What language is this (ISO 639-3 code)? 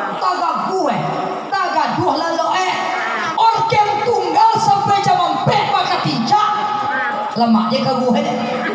min